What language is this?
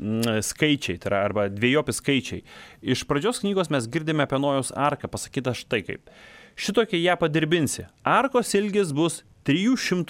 Lithuanian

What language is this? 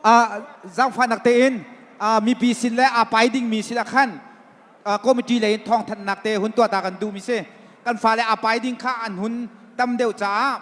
Hakha Chin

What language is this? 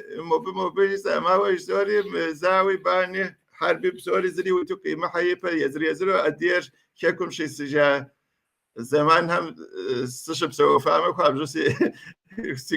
Kabardian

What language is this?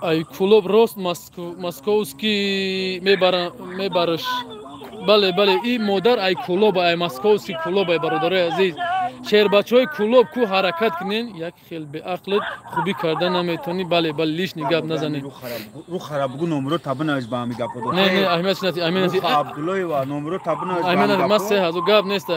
Tajik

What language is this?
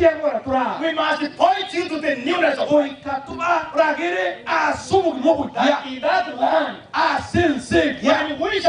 Gusii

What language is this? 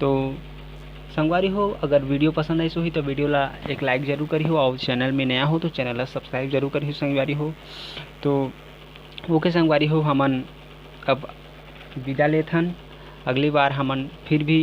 Chhattisgarhi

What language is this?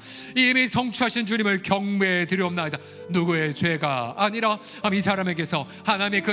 Korean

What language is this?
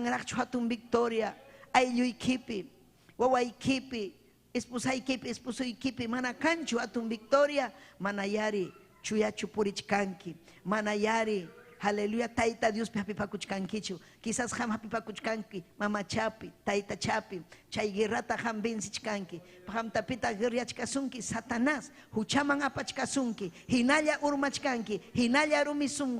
Ayacucho Quechua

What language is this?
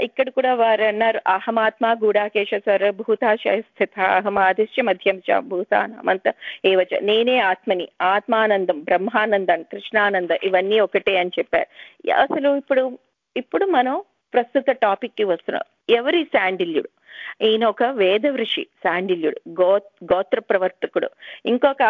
Telugu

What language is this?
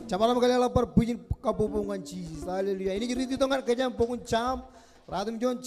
Marshallese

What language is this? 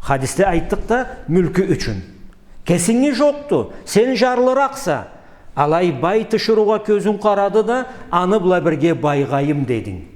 Karachay-Balkar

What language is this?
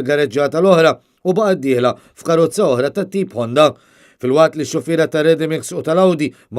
Maltese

